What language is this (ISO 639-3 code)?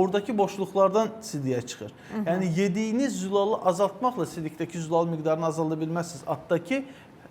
aze